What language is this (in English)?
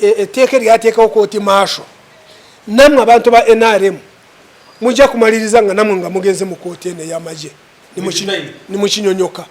Ganda